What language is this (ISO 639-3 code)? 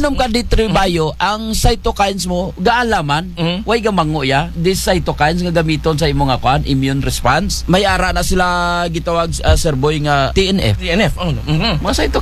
akl